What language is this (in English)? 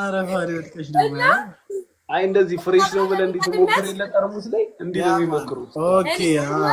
Amharic